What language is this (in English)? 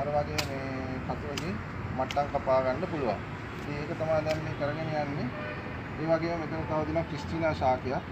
Sinhala